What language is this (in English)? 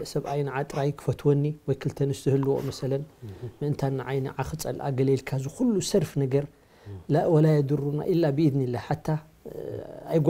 Tigrinya